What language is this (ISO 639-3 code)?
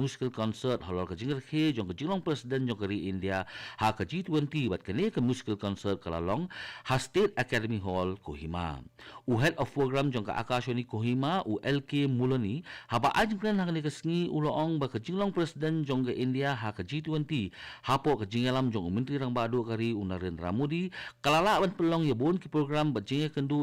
kha